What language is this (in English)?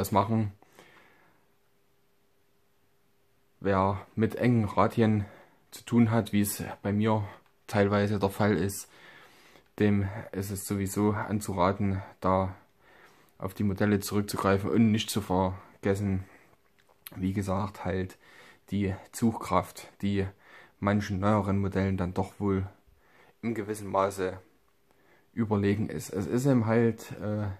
German